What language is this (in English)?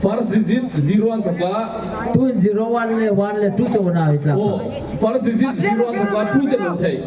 Hmar